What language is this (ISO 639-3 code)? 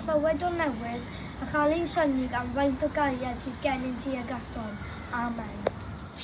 cym